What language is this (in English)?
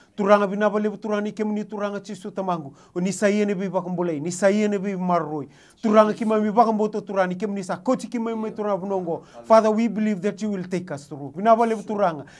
Fijian